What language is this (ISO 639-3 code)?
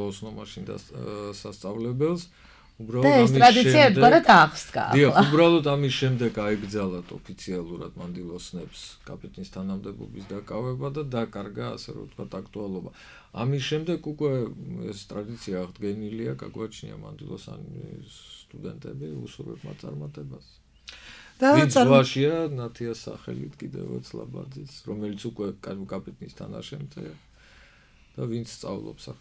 kat